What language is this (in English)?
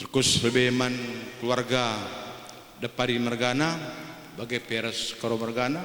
Batak Karo